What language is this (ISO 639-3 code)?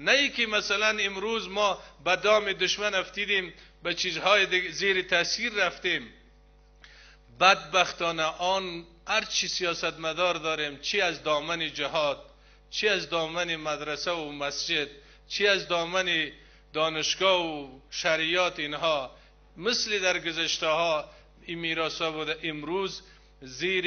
fas